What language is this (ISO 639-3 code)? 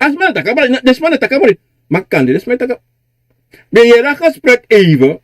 srn